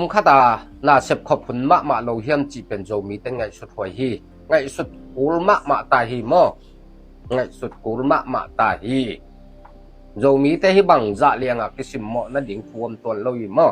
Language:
Tedim Chin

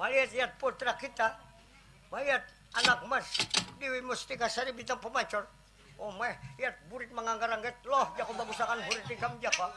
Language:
Banjar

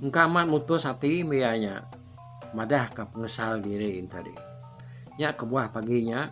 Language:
Iban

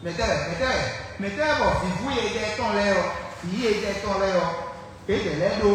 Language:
Fon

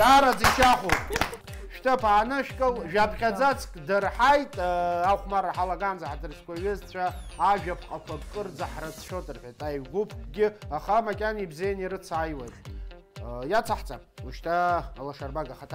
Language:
Abkhazian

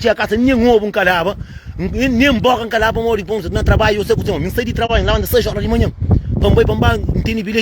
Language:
Kabuverdianu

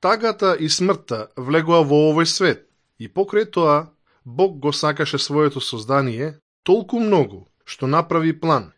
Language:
Macedonian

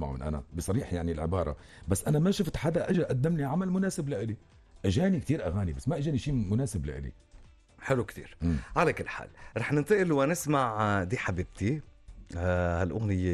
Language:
North Levantine Arabic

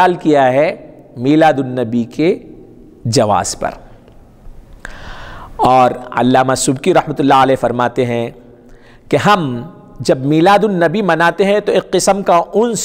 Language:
Urdu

